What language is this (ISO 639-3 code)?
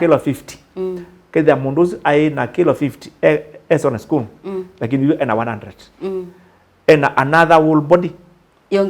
kam